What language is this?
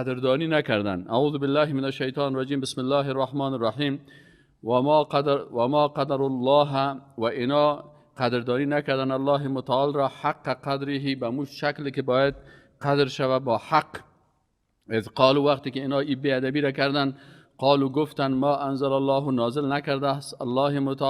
Persian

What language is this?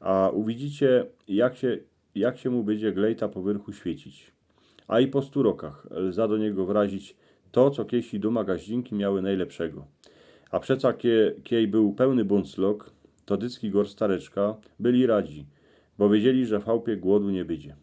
Silesian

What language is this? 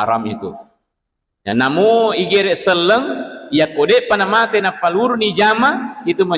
Buginese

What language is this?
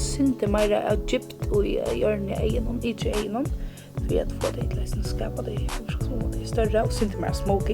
Faroese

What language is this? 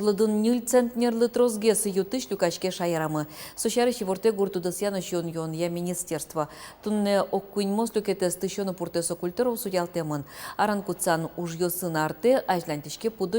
Udmurt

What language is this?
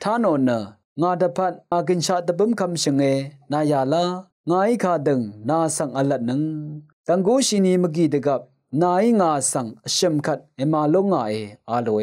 Rawang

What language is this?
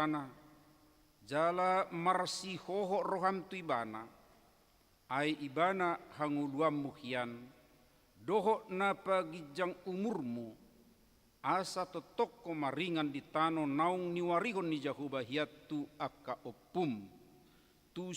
Batak Toba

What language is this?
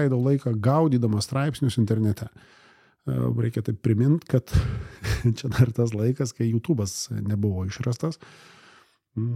Lithuanian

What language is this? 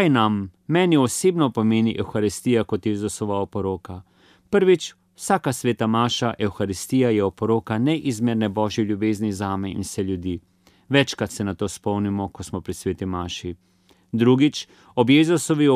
Slovenian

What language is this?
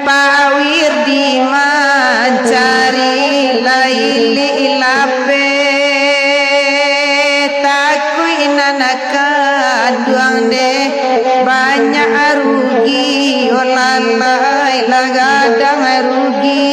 Minangkabau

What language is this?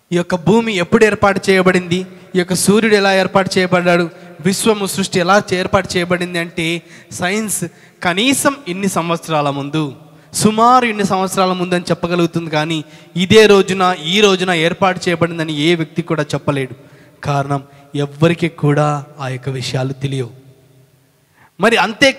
Telugu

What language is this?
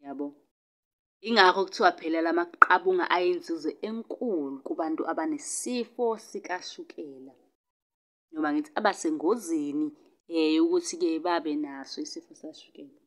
Zulu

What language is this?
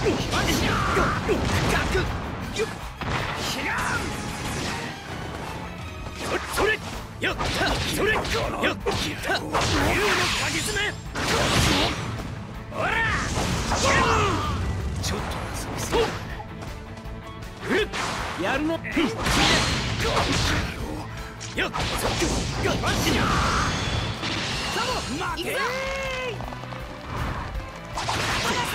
Japanese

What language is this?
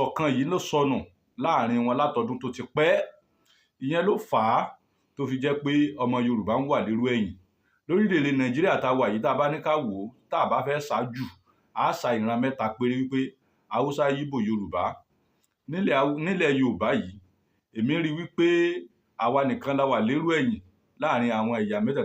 Yoruba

